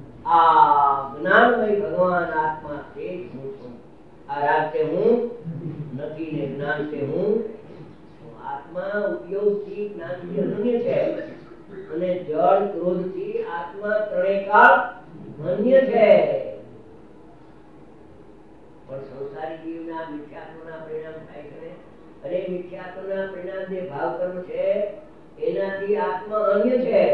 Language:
Gujarati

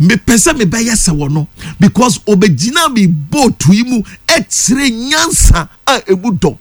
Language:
Akan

